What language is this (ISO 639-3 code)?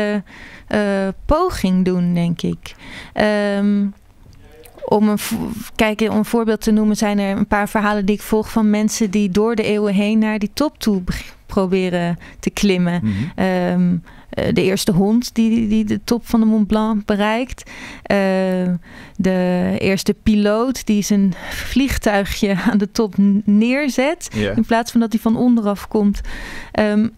nld